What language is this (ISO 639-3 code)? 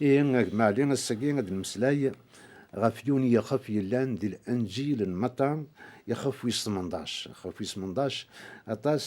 kab